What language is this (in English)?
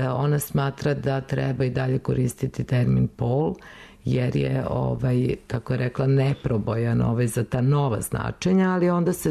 Serbian